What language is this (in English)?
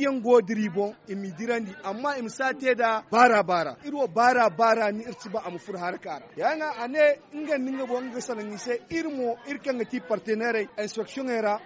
Zarma